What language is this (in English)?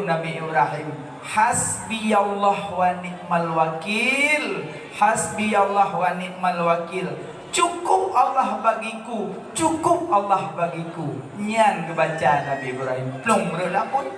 Achinese